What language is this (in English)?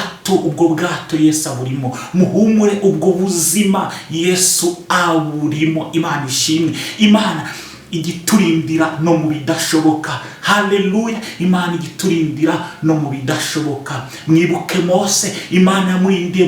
Kinyarwanda